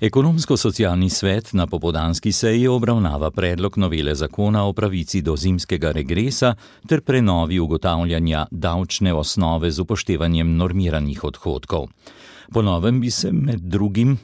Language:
Slovenian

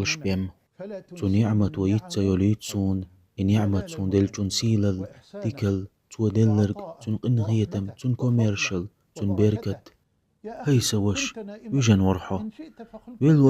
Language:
Chechen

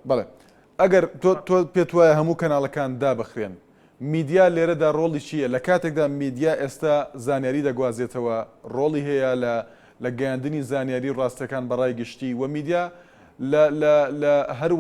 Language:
Central Kurdish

